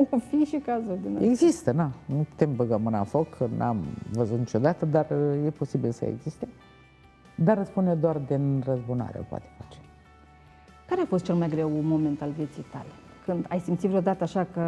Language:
Romanian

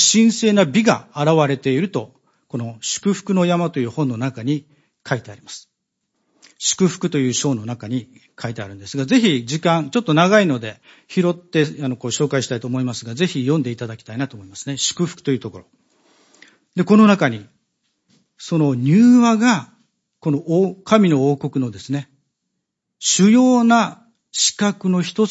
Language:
Japanese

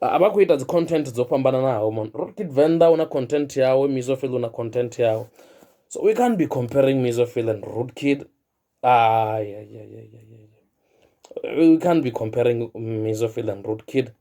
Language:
Venda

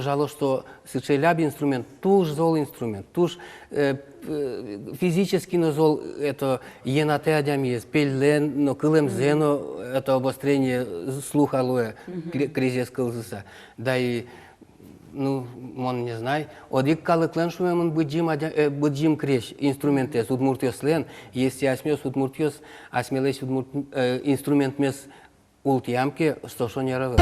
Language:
Udmurt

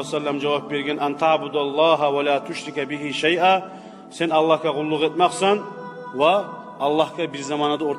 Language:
Kumyk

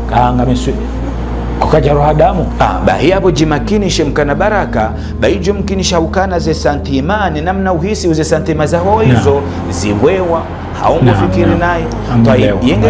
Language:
Ngazidja Comorian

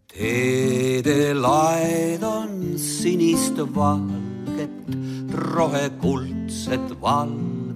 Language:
Estonian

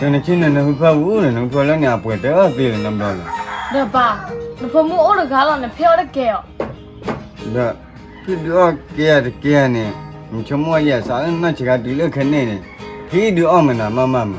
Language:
S'gaw Karen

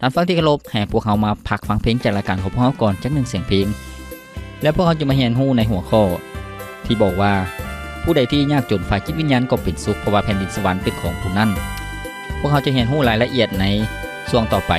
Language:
Lao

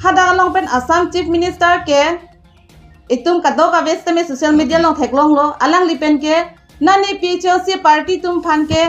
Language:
Karbi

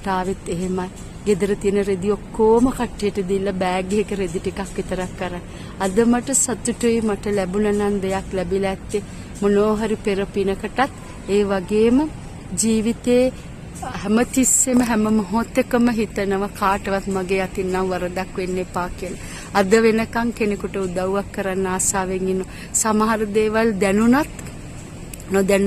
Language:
Sinhala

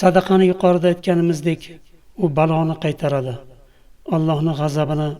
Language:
Uzbek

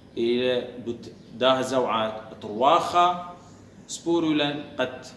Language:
Assyrian Neo-Aramaic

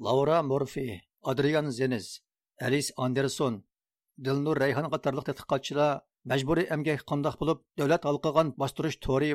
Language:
Uyghur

